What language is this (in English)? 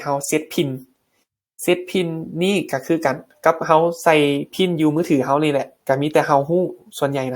Lao